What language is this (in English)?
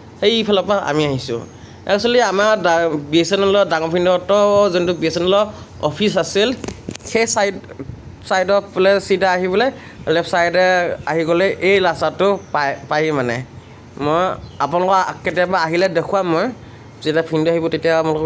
Assamese